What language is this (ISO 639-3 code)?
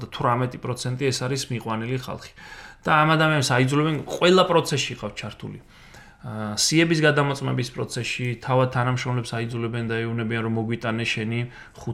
kat